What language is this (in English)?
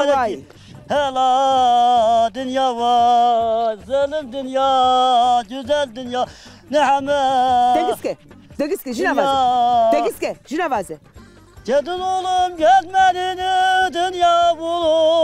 Zaza